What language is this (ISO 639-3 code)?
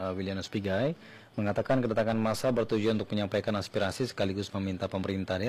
ind